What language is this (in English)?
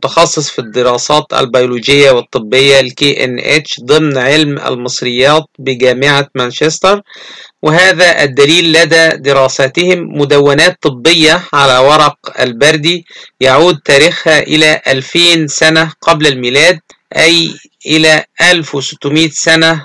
Arabic